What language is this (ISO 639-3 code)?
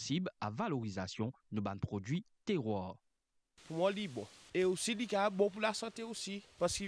mfe